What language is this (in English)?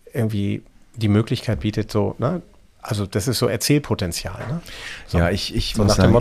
German